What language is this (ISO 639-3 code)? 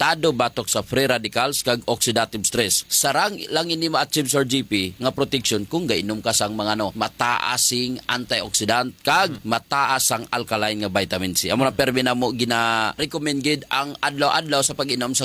hil